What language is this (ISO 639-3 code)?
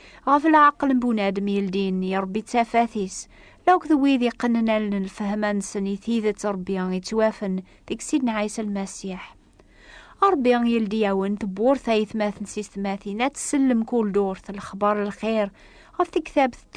kab